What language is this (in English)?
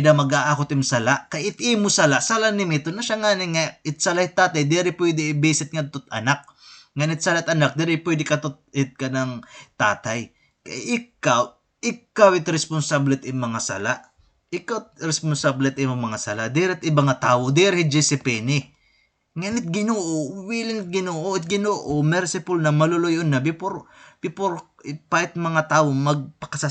Waray